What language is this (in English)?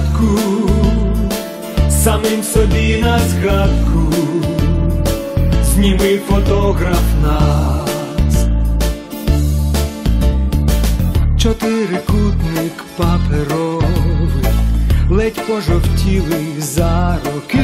Ukrainian